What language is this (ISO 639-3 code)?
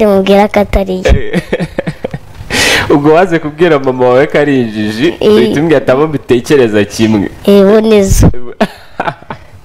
kin